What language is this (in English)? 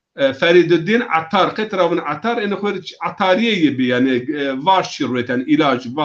Zaza